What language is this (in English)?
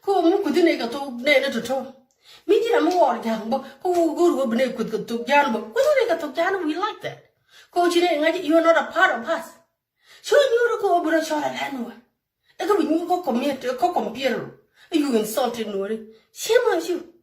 Nuer